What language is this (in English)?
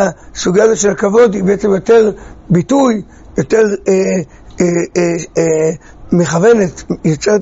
Hebrew